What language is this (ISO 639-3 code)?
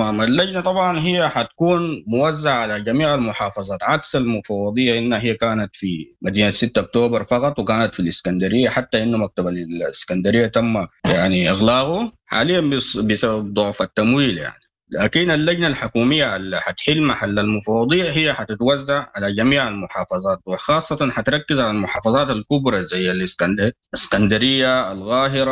apd